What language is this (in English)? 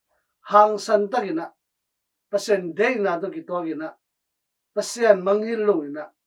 Tedim Chin